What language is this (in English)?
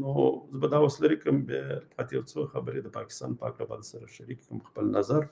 Pashto